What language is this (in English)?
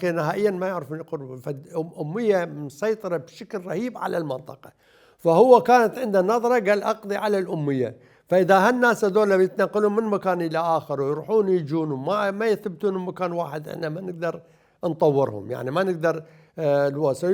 Mesopotamian Arabic